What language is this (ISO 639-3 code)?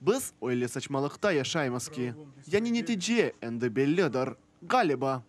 crh